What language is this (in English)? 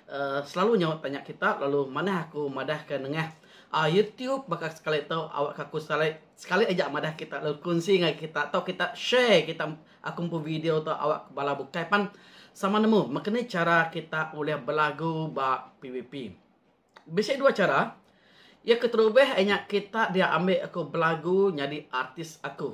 Iban